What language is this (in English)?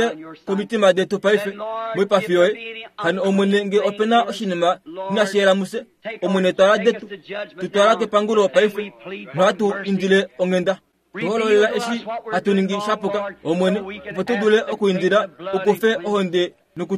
Kuanyama